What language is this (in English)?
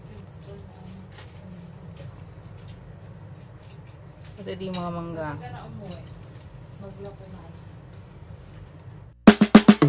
Filipino